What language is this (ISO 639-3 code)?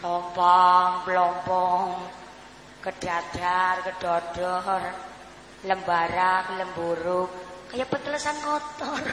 jav